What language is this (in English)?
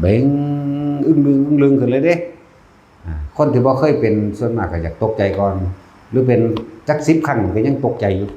Northeastern Thai